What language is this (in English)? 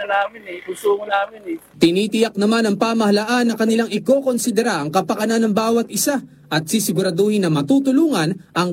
Filipino